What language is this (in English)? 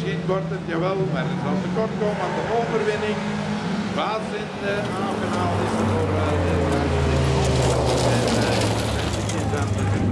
Dutch